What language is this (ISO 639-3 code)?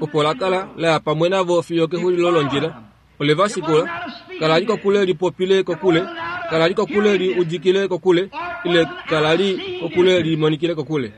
kua